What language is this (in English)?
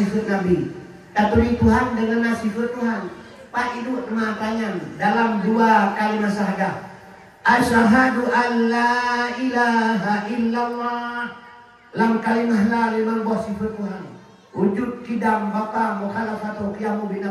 Achinese